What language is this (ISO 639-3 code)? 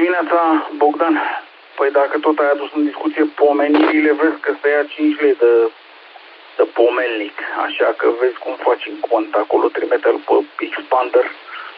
ron